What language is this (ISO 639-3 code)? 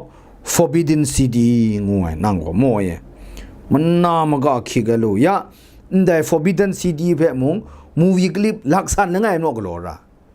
kac